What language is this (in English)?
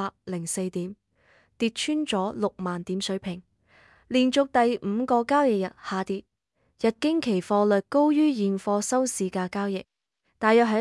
Cantonese